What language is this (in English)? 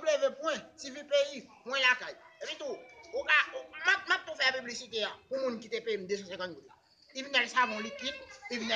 Haitian Creole